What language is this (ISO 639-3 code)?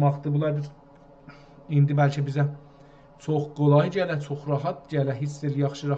azb